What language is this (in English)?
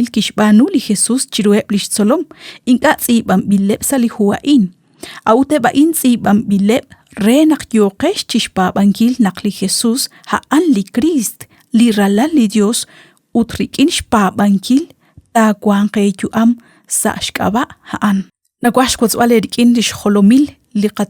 Kekchí